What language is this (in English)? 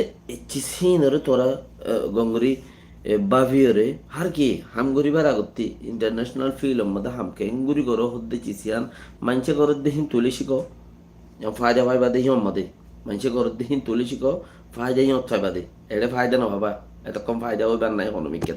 Rohingya